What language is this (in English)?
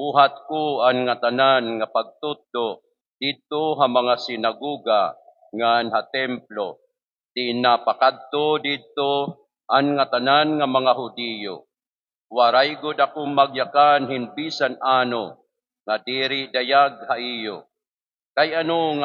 Waray